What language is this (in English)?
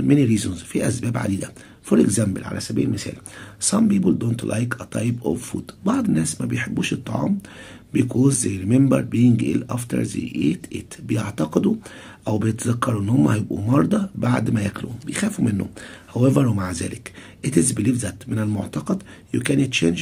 Egyptian Arabic